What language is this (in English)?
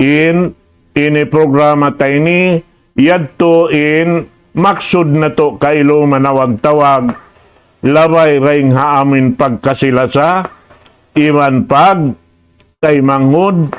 Tausug